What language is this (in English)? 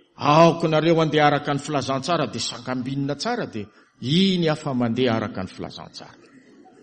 Malagasy